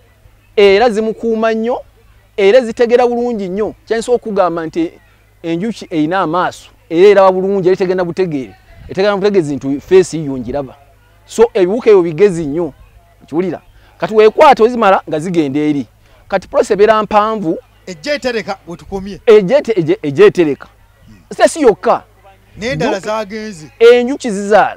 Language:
Ganda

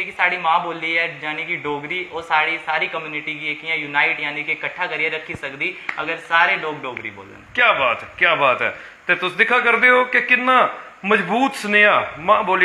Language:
Dogri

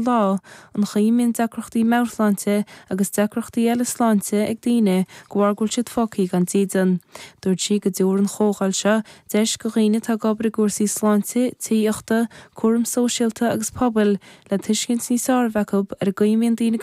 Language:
Irish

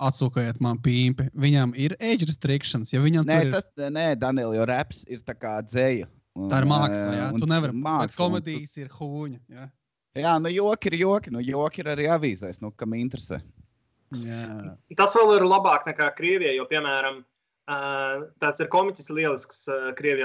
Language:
Latvian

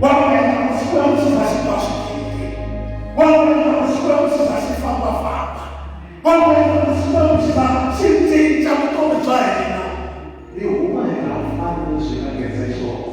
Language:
Tsonga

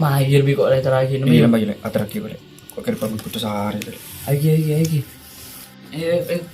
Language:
Madurese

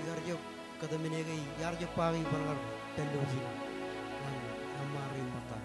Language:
Marshallese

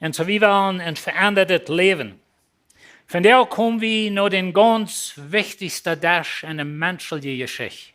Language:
Plautdietsch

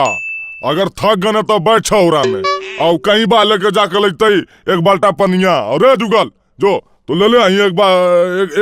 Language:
Magahi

